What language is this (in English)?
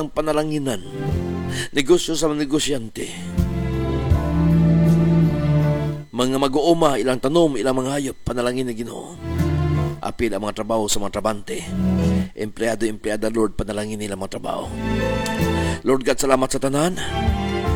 Cebuano